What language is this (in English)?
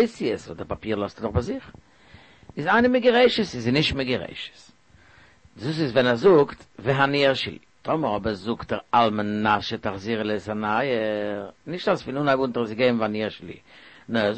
Yiddish